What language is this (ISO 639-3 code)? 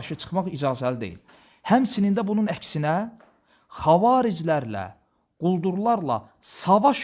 aze